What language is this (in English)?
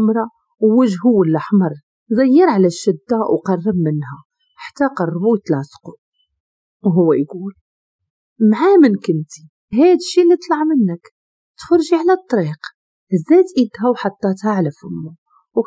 Moroccan Arabic